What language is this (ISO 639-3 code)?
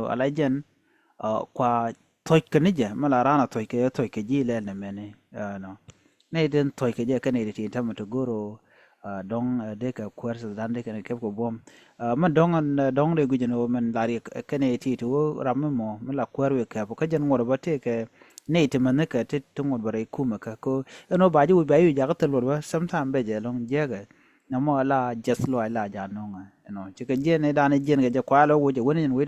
nus